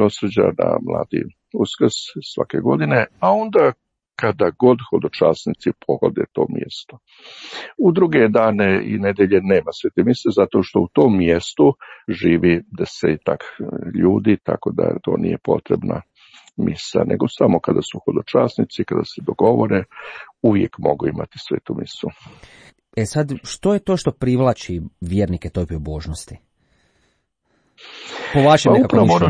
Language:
Croatian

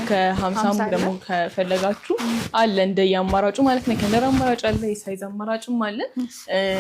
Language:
Amharic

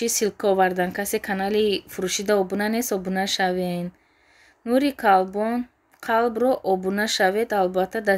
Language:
Tajik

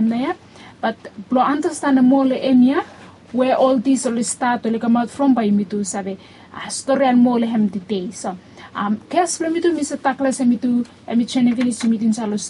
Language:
Bislama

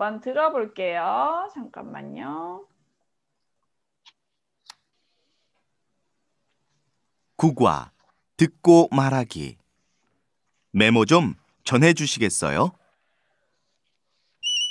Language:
Korean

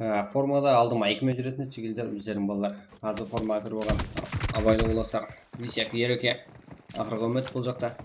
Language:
Kara-Kalpak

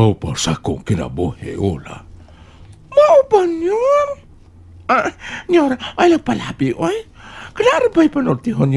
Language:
Cebuano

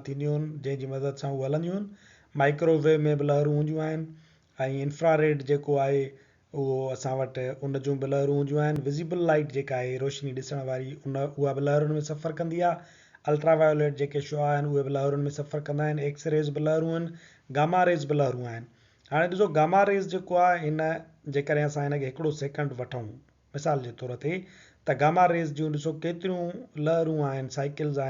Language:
Sindhi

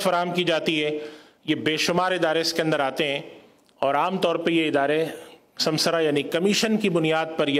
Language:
Urdu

